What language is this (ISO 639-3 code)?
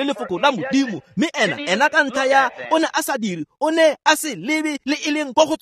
tsn